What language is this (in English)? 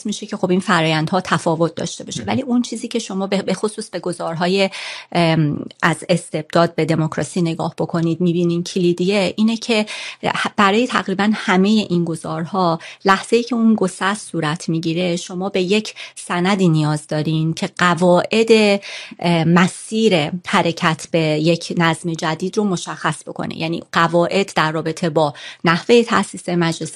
Persian